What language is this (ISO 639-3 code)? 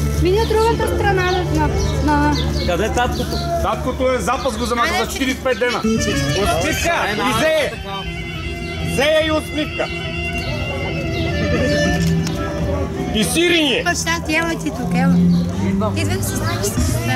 bul